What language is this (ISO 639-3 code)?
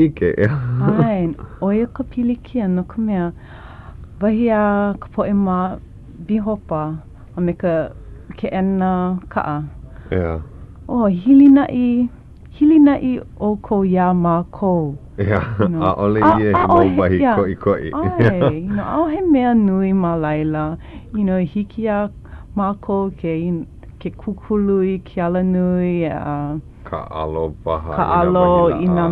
haw